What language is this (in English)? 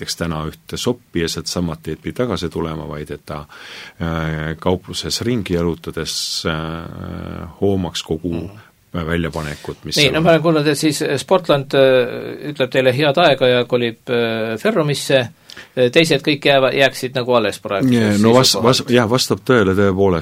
Estonian